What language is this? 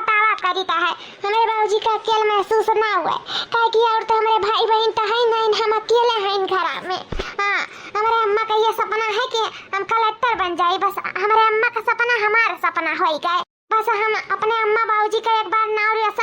Awadhi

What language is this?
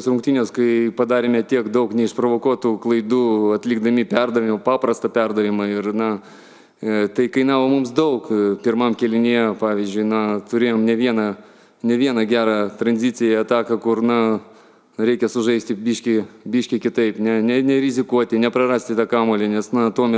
Lithuanian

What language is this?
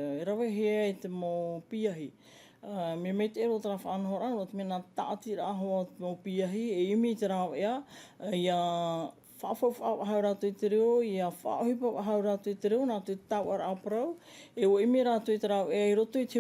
Tahitian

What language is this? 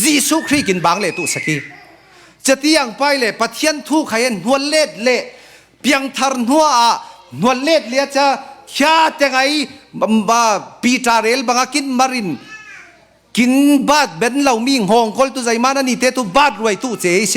Falam Chin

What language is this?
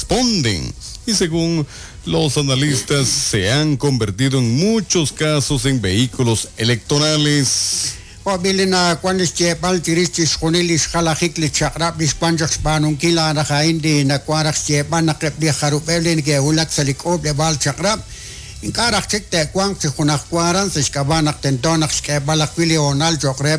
Kekchí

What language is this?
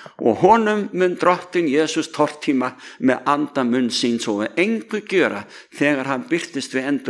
Icelandic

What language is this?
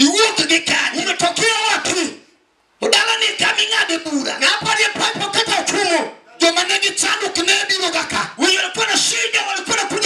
Luo (Kenya and Tanzania)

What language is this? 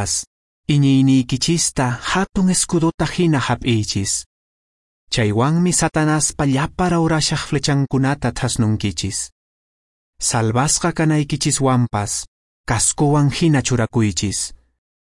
Quechua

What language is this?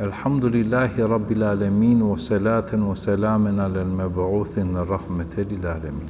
Balkan Romani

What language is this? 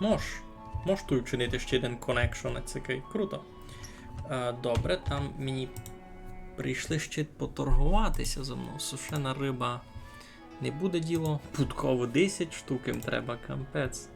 Rusyn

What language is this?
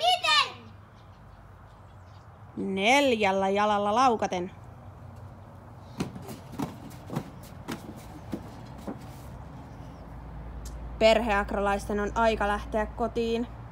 Finnish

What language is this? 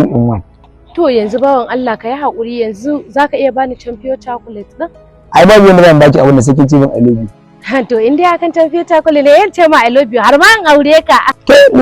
Hausa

